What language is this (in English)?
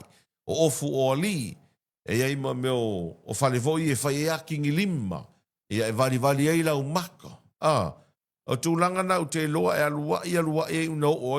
Samoan